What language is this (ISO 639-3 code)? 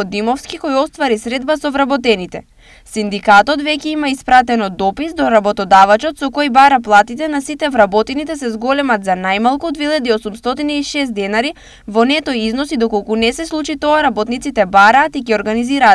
mkd